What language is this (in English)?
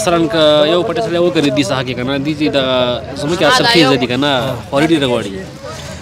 Pashto